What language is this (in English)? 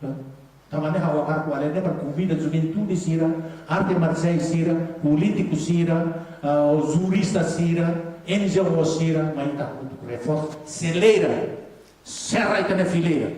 Tetum